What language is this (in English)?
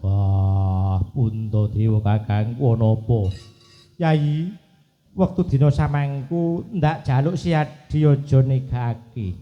Javanese